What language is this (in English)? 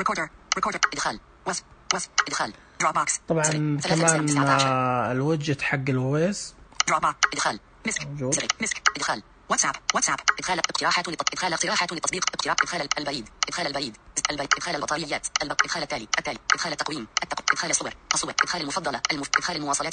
Najdi Arabic